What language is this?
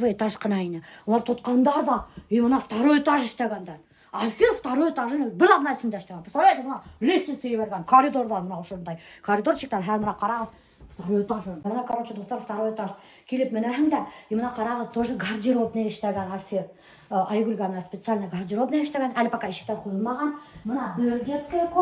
Bashkir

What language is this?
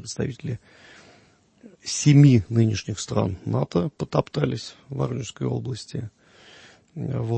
Russian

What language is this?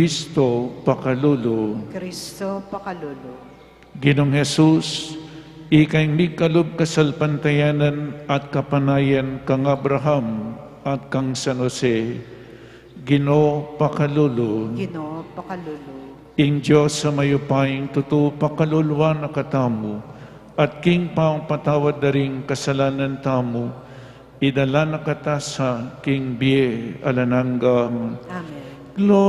Pampanga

